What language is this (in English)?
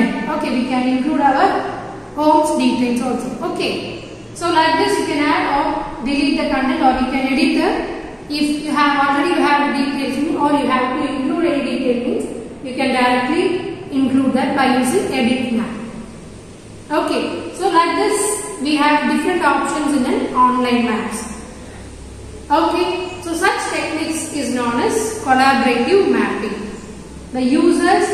English